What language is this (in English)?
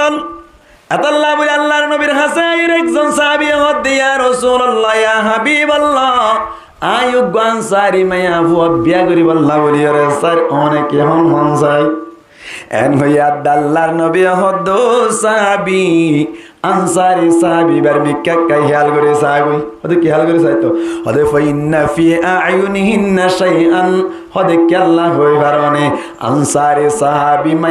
Rohingya